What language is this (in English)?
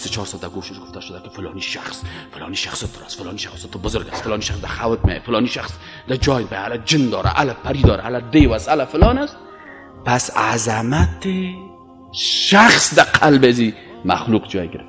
Persian